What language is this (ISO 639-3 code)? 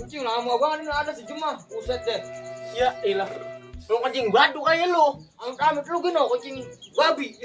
bew